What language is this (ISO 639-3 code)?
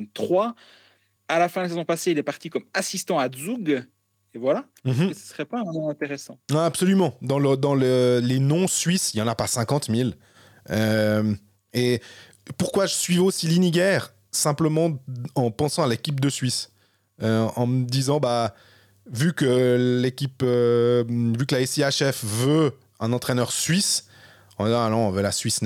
fra